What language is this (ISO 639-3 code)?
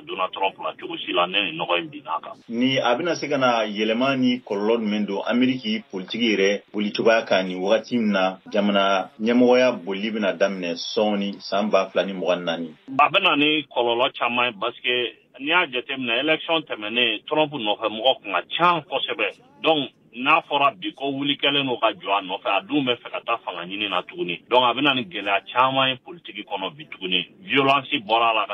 bam